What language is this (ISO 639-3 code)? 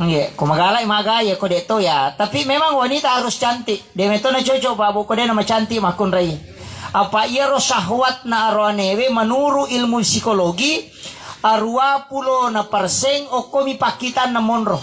bug